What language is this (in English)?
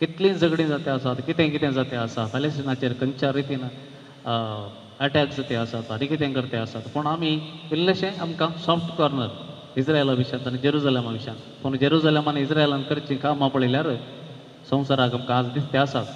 Konkani